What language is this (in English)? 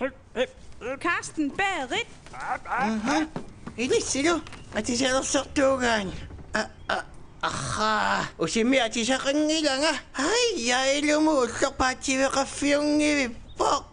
Kalaallisut